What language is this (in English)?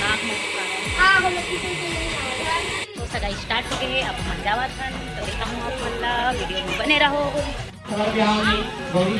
Chhattisgarhi